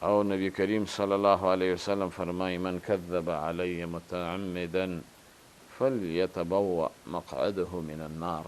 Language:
Pashto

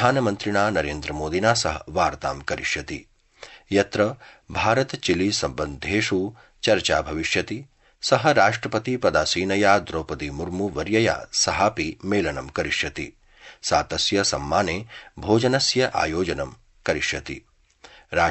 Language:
Sanskrit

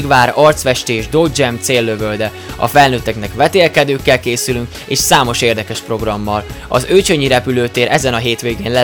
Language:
Hungarian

